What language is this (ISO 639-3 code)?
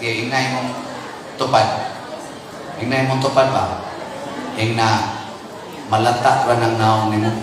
ceb